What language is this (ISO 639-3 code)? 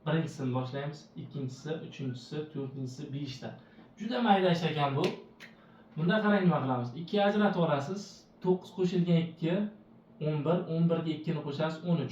uzb